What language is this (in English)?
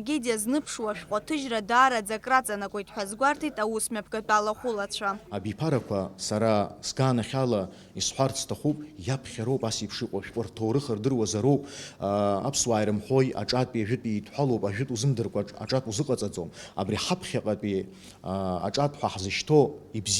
Abkhazian